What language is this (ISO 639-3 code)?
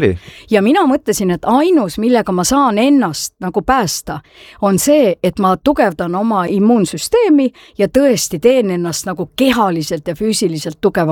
est